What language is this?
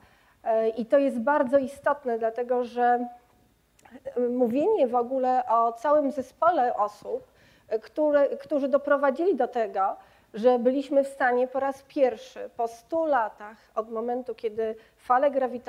Polish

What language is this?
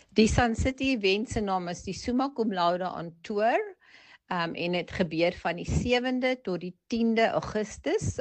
Afrikaans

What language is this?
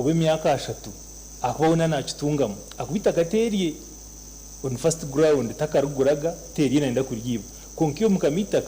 Nyankole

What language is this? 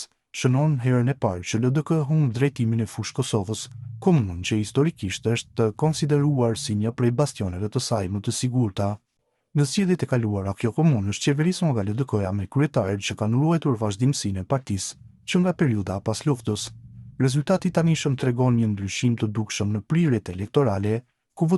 Albanian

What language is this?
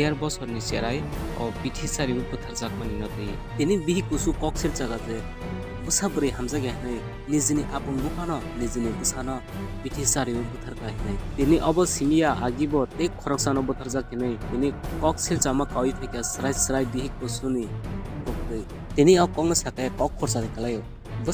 Kok Borok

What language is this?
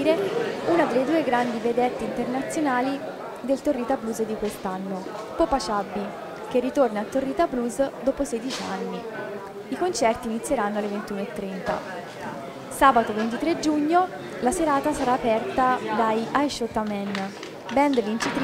Italian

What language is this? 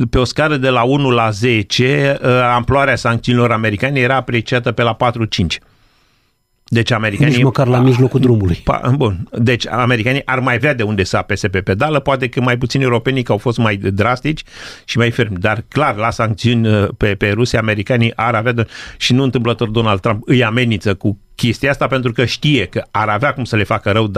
Romanian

